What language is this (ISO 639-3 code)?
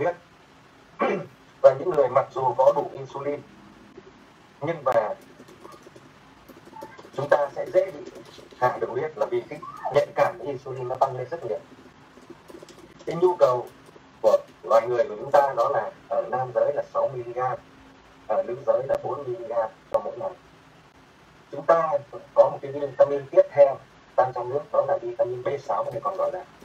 vie